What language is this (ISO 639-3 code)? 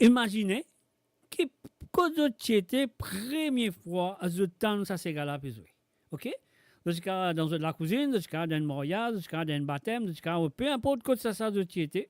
mfe